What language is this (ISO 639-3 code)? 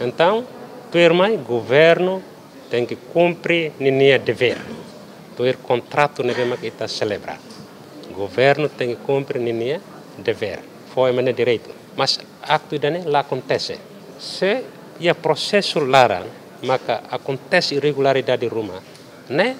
tet